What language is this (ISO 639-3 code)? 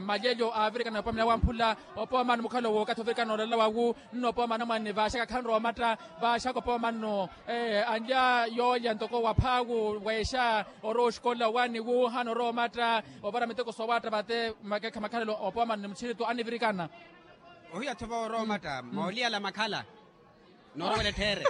vmw